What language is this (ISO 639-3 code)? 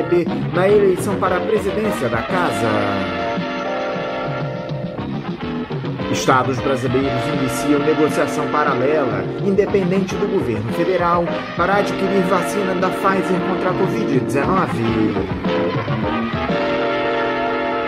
por